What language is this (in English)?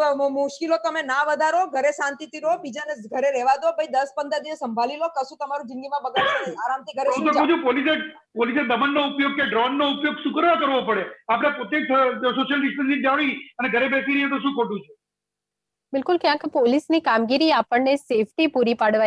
Gujarati